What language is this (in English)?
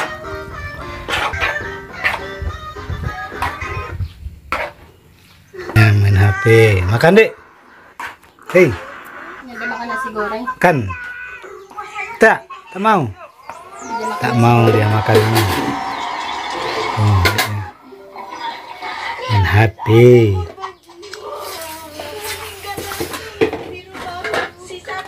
Indonesian